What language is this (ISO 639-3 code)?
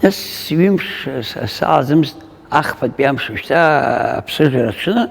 abk